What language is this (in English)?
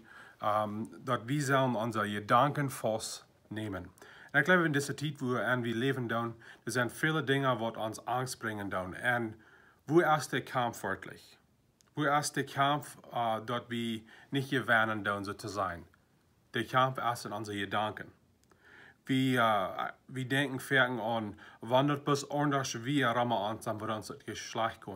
Plautdietsch